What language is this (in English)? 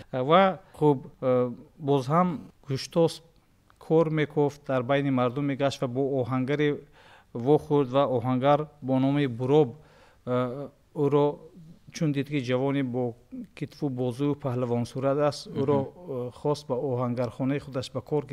Tajik